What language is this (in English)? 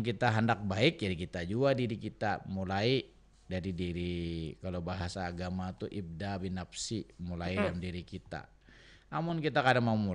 Banjar